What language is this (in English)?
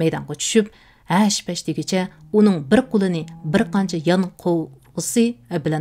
Uyghur